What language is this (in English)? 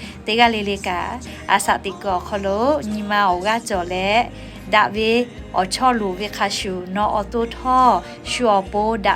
Lahu